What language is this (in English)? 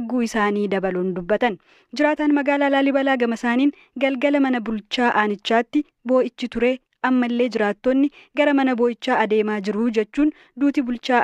Oromo